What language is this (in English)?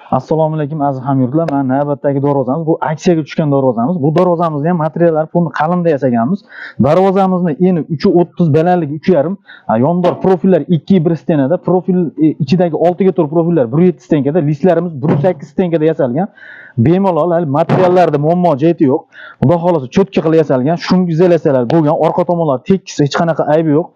Uzbek